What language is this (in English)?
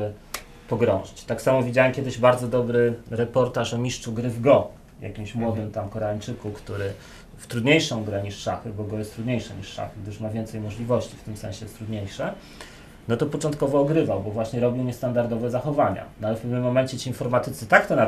Polish